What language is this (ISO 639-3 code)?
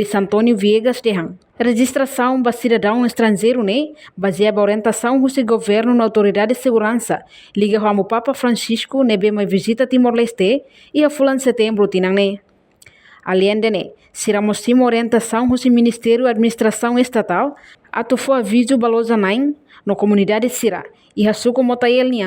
tet